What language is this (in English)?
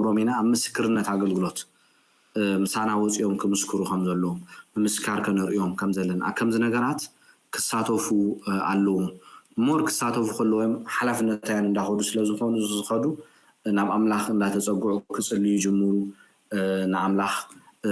Tigrinya